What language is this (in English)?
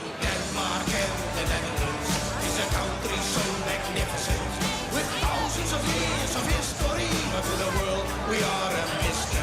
Western Frisian